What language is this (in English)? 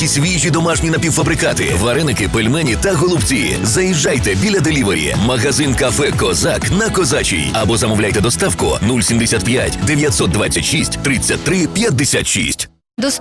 Ukrainian